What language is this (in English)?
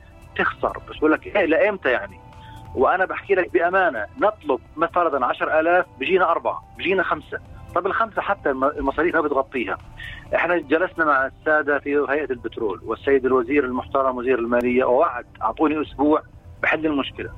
North Levantine Arabic